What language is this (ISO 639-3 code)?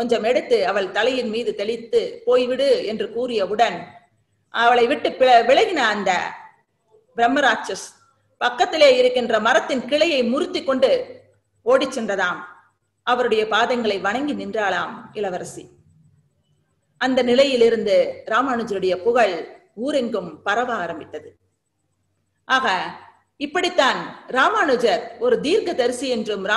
tam